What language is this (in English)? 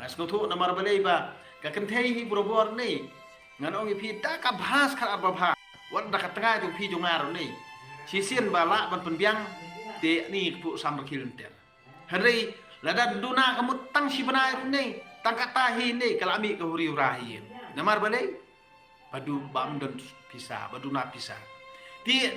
Khasi